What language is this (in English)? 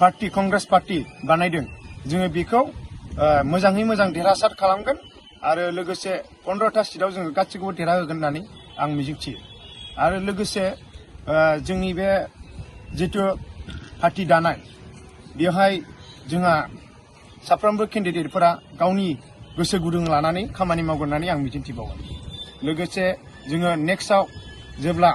Bodo